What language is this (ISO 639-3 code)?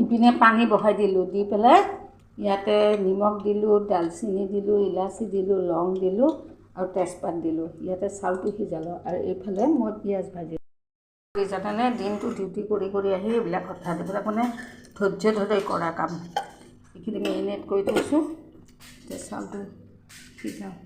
asm